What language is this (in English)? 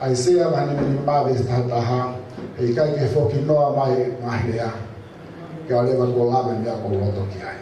Tongan